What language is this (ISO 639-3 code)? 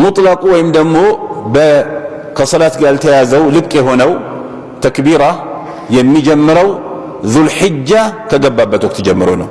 amh